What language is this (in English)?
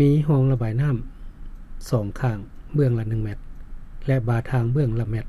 Lao